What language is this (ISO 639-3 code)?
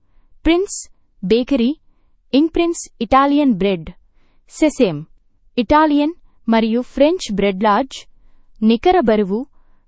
tel